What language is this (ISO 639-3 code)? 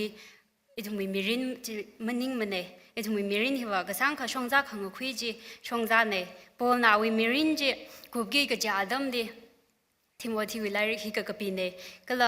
nmf